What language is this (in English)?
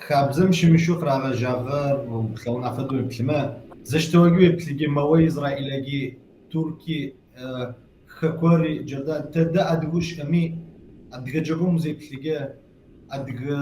Kabardian